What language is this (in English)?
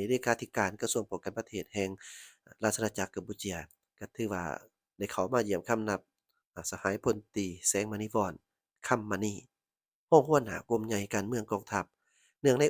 Lao